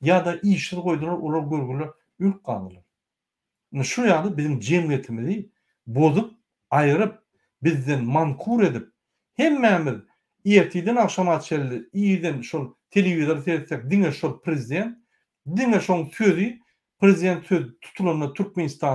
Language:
Turkmen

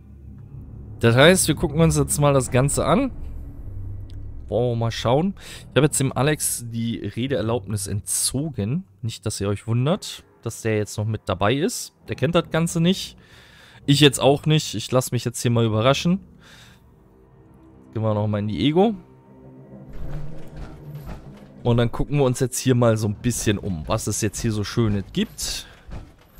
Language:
German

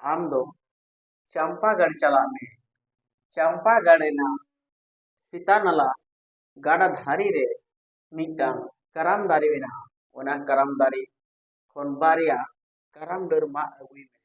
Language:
Santali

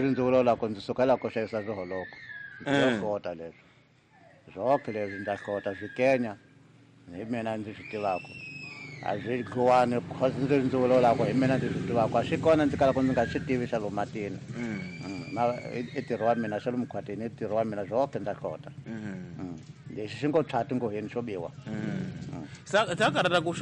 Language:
Tsonga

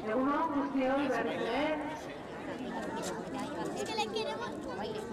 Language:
Basque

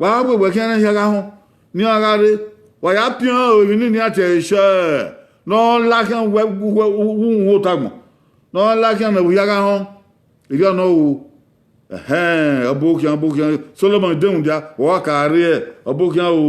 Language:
Bini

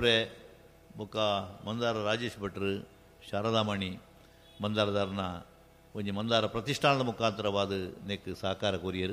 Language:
Tulu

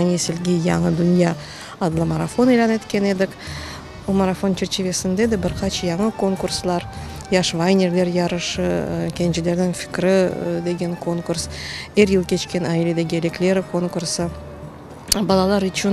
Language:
Crimean Tatar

